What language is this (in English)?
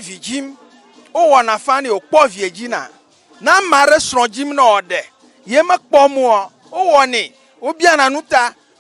Ewe